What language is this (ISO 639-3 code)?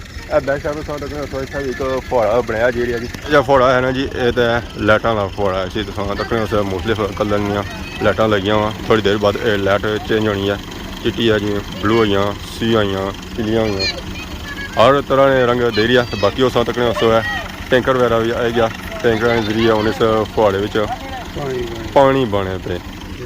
phr